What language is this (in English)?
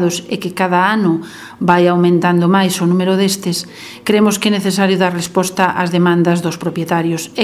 Galician